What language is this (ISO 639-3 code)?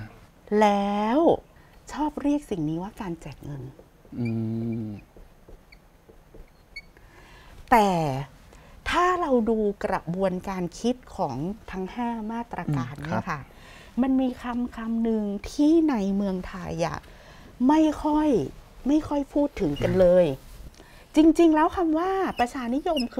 tha